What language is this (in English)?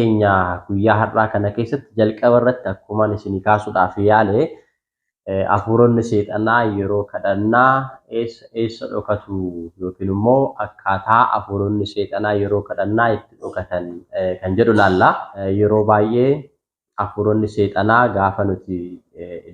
Oromo